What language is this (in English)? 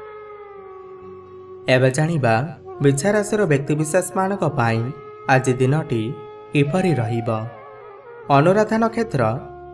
Odia